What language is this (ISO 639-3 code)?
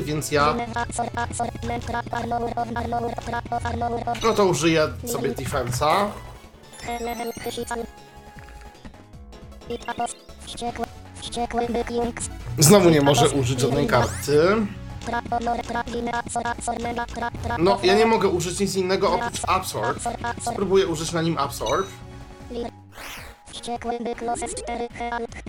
pol